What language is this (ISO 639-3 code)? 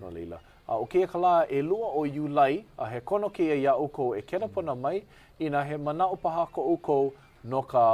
haw